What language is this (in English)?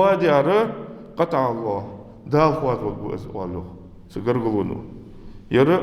Ingush